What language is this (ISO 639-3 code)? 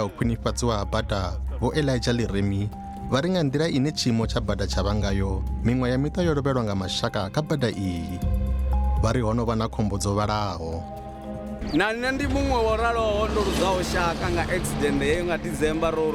ven